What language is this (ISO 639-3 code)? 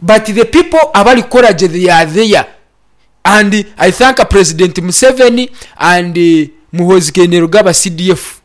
nyn